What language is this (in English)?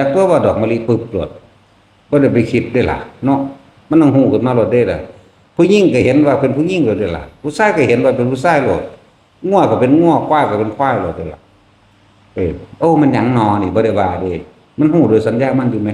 Northeastern Thai